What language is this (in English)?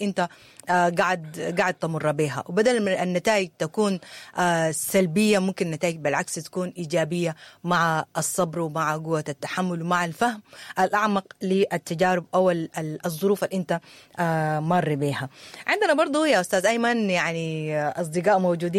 Sudanese Arabic